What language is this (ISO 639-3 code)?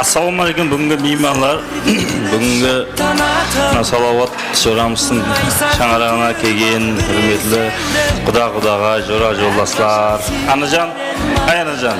kaa